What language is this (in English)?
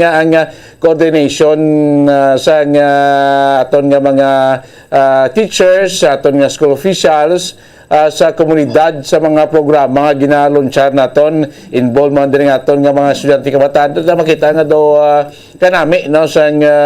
Hiligaynon